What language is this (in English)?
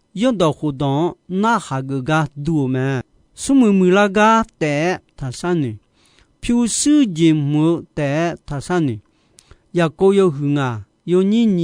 Akha